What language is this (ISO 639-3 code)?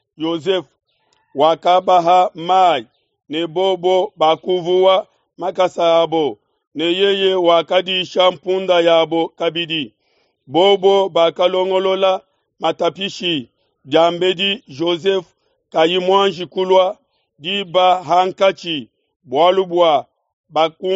lua